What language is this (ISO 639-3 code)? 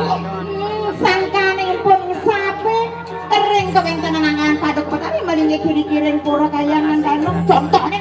ban